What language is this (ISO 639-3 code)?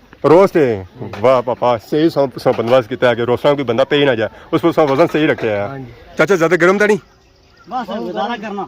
phr